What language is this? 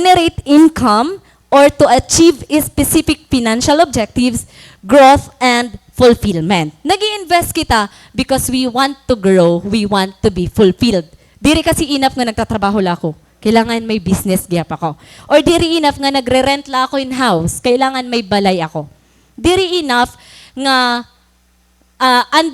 Waray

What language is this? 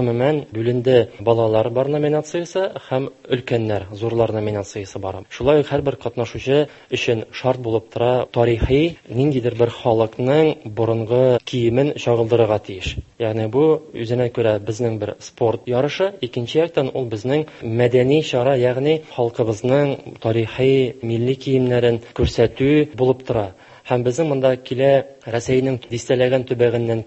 Tatar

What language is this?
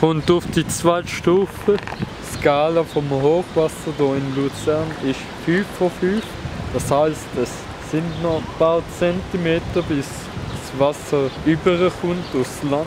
Swiss German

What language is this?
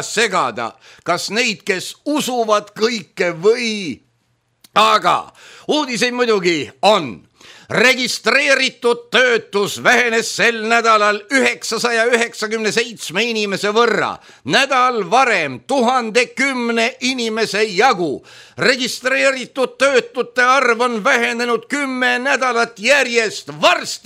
Estonian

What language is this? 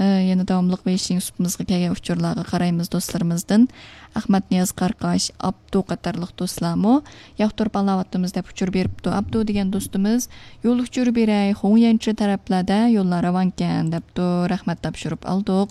Uyghur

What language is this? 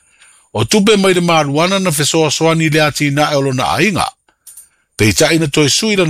Samoan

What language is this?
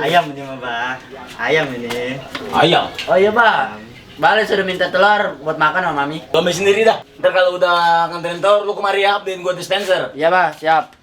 Betawi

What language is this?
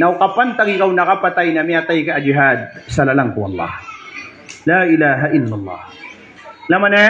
Maranao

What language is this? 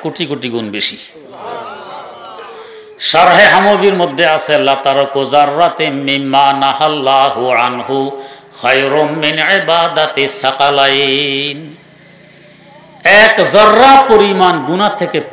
Bangla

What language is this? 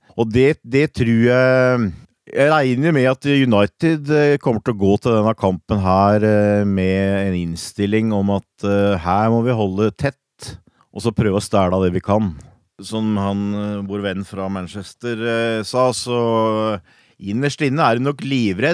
Norwegian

